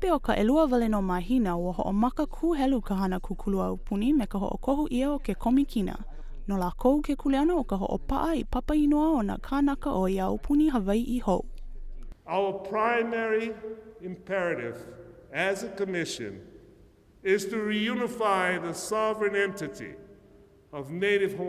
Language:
Hawaiian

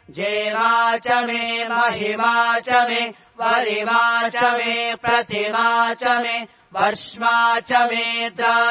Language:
Sanskrit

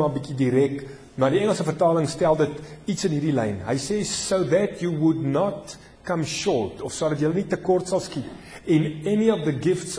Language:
Afrikaans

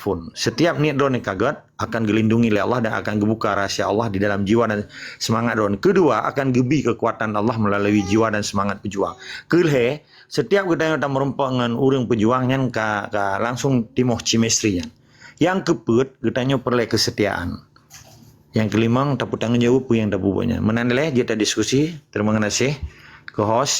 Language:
Achinese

